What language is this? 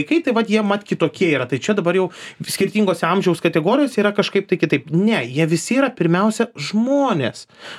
Lithuanian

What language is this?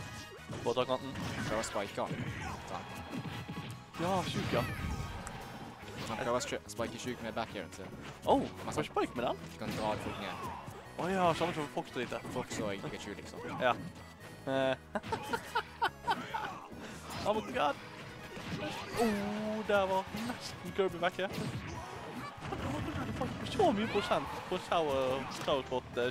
Norwegian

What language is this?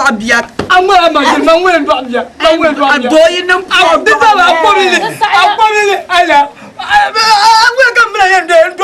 Dagbani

